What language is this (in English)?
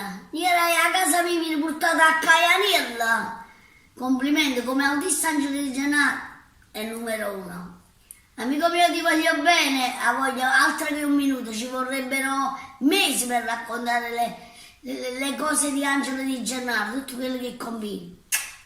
Neapolitan